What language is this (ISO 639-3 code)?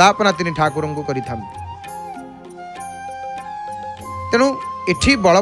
ori